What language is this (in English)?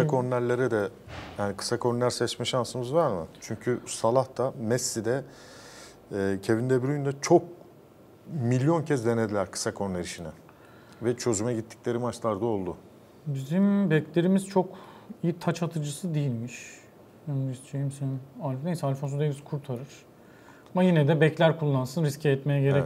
Turkish